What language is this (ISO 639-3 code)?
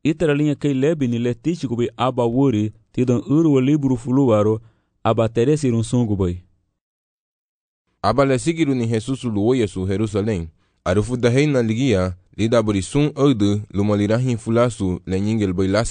cab